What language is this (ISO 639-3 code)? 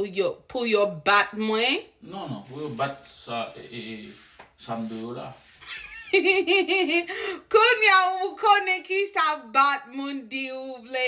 hat